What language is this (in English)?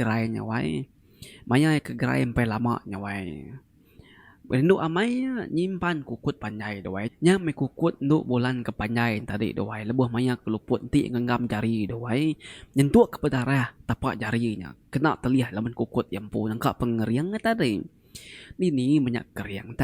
Iban